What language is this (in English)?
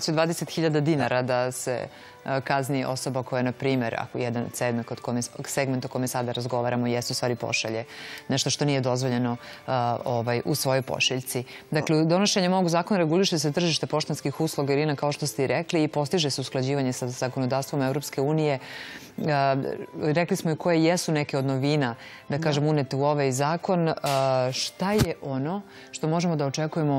Serbian